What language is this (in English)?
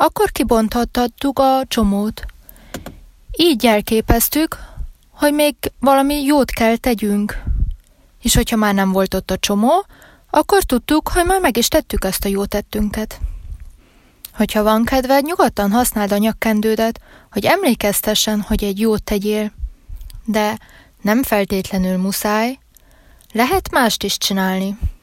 Hungarian